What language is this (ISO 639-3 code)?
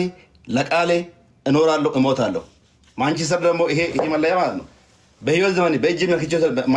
amh